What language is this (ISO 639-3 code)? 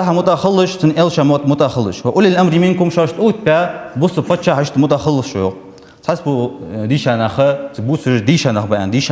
inh